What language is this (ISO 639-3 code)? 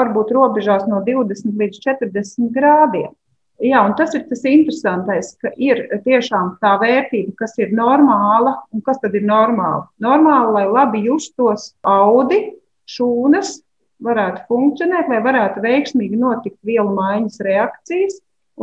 lav